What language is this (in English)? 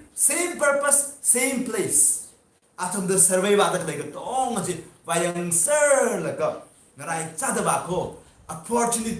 Tangkhul Naga (India)